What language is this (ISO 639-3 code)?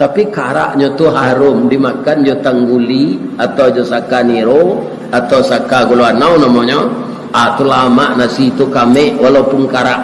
min